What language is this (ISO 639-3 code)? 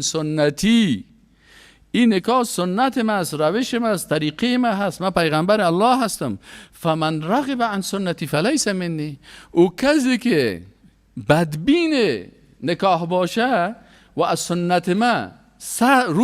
fas